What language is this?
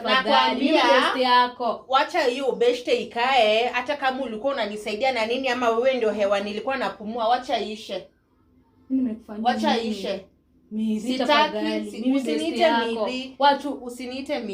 Swahili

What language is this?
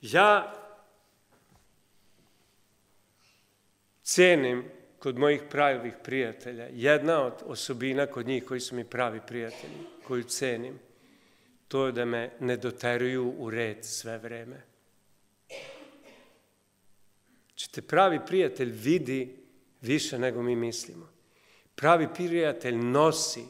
Serbian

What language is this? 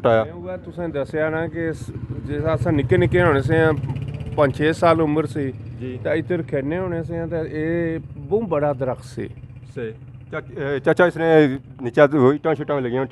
Pahari-Potwari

